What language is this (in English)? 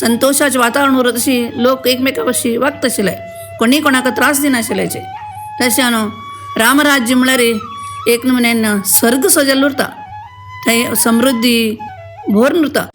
Konkani